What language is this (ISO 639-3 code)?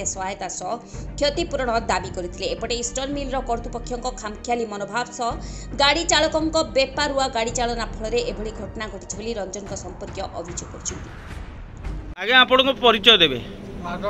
ori